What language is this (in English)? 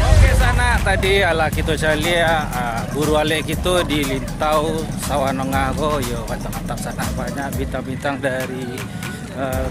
Minangkabau